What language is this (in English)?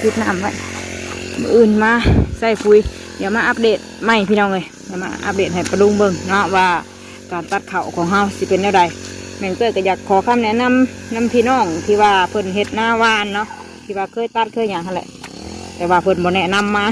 Northeastern Thai